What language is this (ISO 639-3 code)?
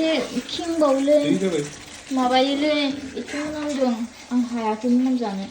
brx